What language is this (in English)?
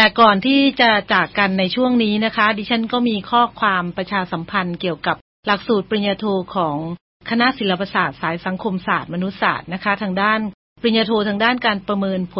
Thai